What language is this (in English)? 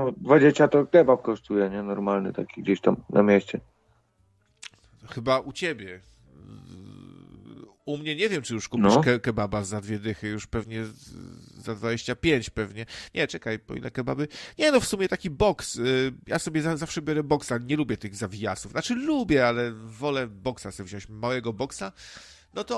Polish